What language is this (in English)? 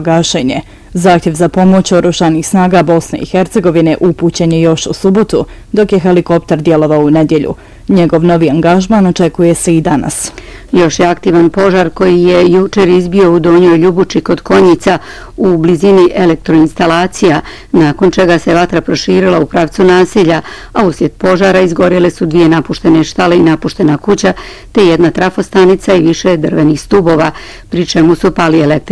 Bosnian